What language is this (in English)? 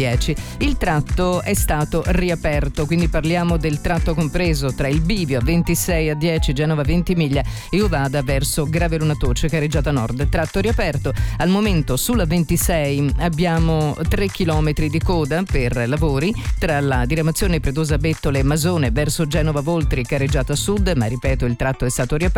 Italian